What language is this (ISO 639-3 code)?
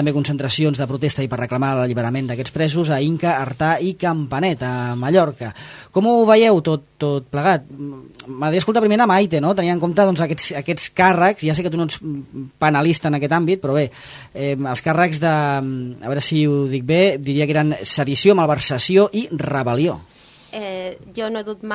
cat